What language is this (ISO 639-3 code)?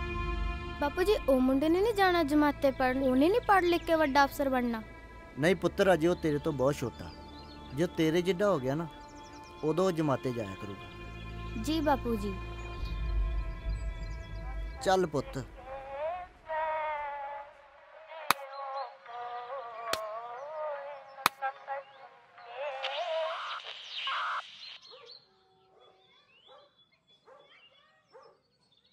pan